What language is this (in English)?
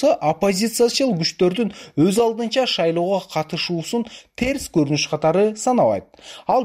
Kyrgyz